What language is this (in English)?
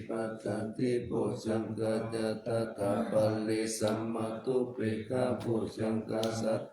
Pali